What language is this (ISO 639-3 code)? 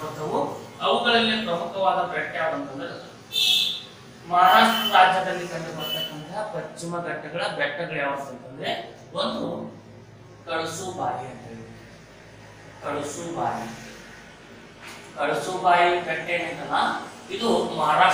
kan